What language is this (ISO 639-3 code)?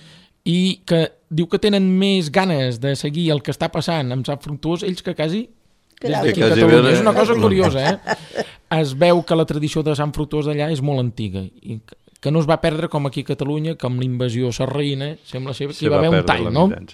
cat